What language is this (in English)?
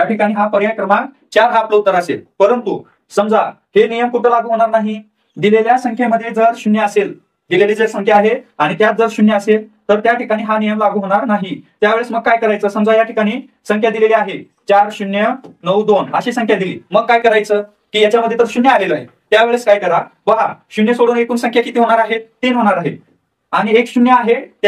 Marathi